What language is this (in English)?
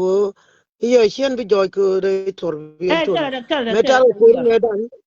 Nuer